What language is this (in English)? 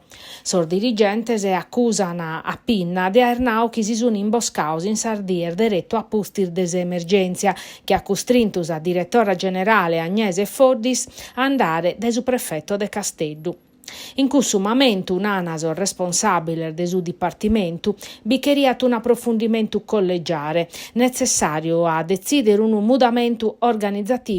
Sardinian